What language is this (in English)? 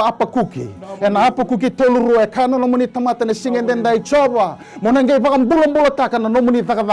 Fijian